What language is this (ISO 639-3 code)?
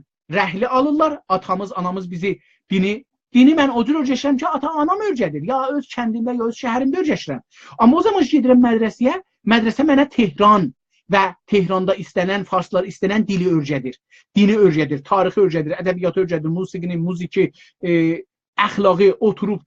azb